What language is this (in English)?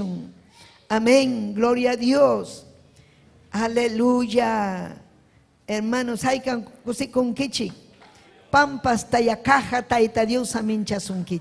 Ayacucho Quechua